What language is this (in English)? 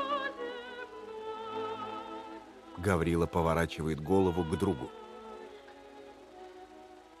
Russian